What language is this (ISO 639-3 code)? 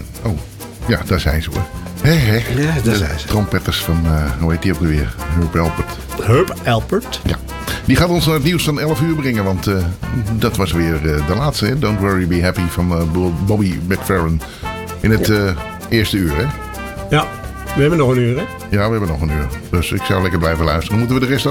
nld